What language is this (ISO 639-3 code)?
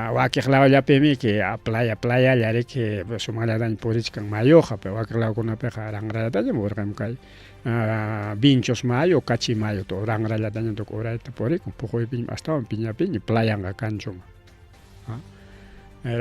quy